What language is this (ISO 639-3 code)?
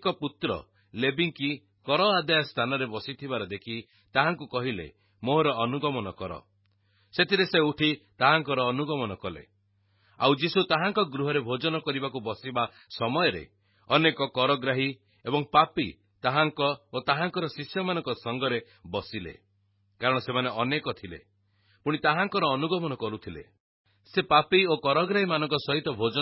ori